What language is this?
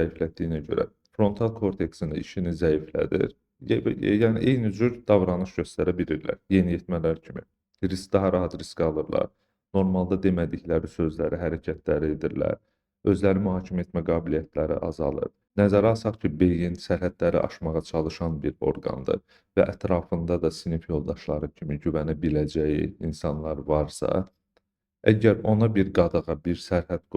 Azerbaijani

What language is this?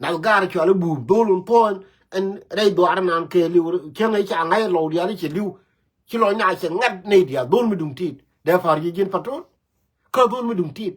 Nuer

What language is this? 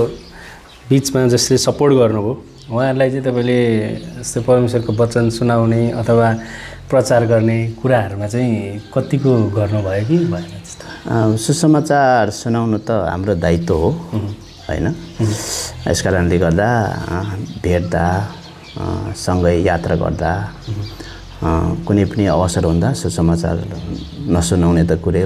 Nepali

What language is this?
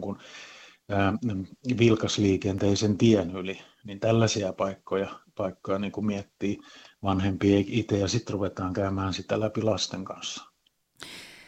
Finnish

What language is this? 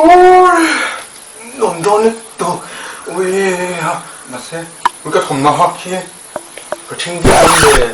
Mizo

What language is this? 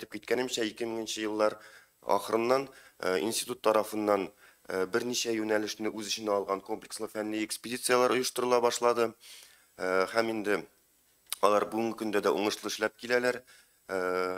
Tatar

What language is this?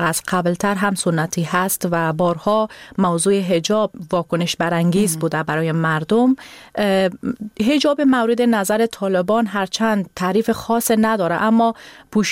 Persian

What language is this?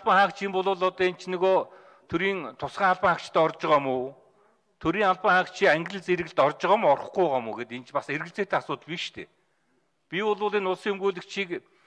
Mongolian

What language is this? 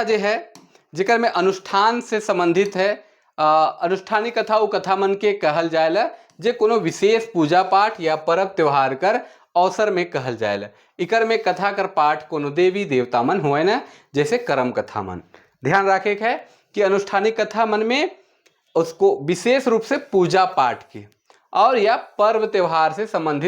Sadri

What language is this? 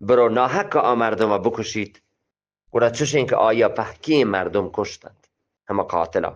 Eastern Balochi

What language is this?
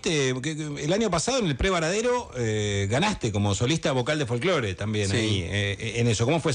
Spanish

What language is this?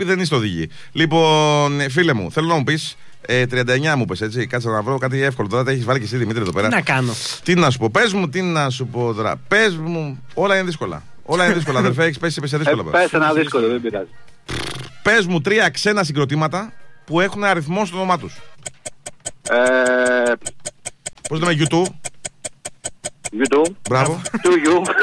Greek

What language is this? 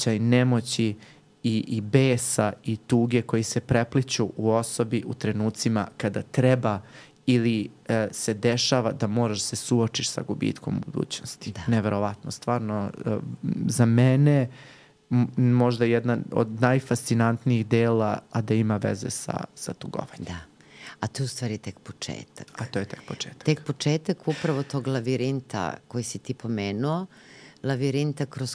Serbian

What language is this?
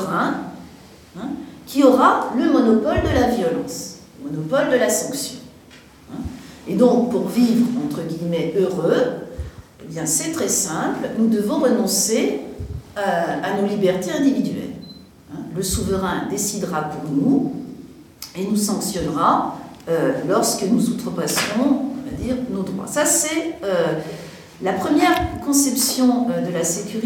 French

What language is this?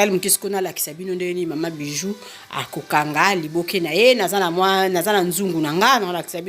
Lingala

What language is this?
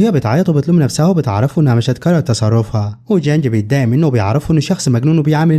Egyptian Arabic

